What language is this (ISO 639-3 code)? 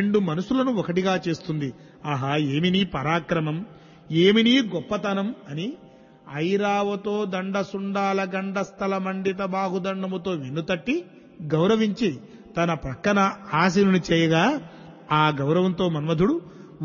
tel